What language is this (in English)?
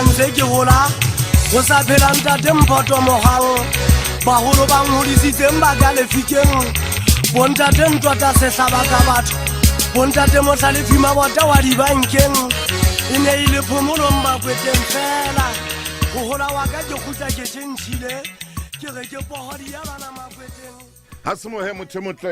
Southern Sotho